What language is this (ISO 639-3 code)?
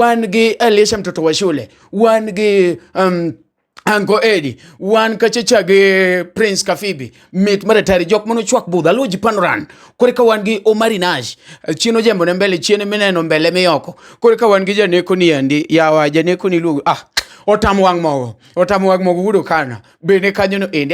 luo